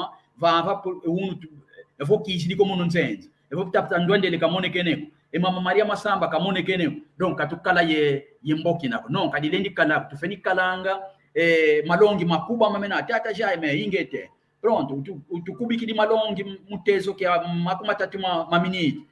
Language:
San Salvador Kongo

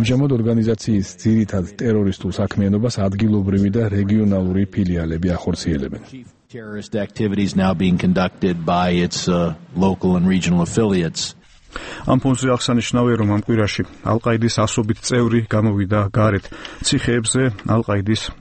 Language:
Georgian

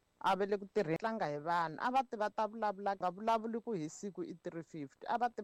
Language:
Tsonga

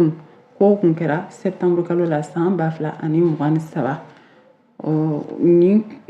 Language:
Bambara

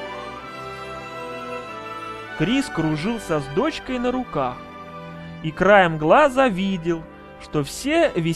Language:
Russian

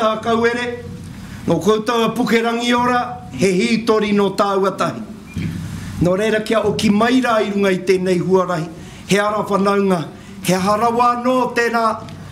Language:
Māori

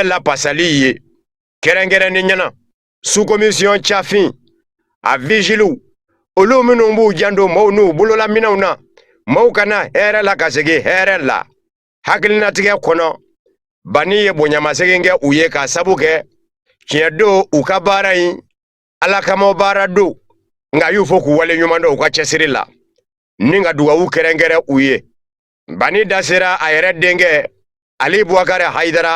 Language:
Bambara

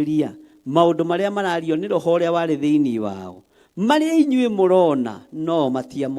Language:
Kikuyu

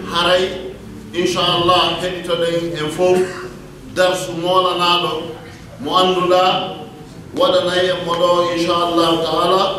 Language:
Fula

